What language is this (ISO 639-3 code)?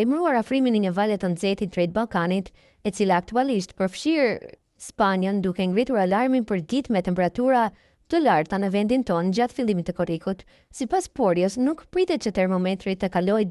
sqi